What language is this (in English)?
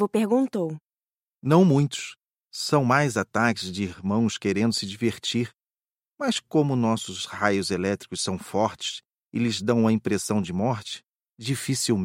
Portuguese